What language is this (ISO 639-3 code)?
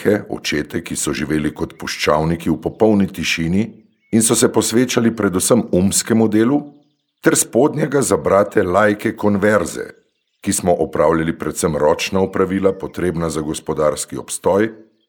slv